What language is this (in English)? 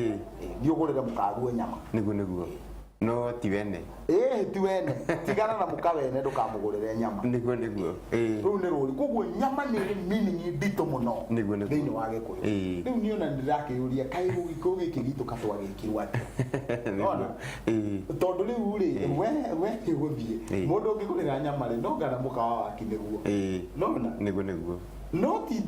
Kikuyu